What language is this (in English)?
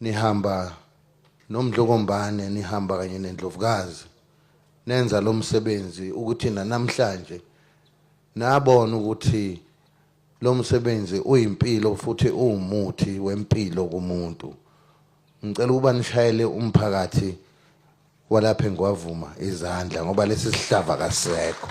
Zulu